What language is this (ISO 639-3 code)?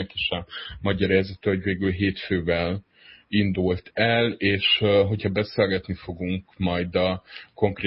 hun